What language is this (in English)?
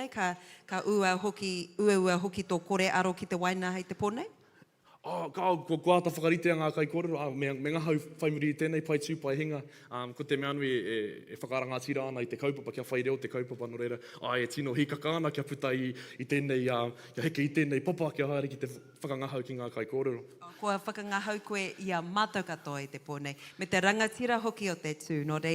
Māori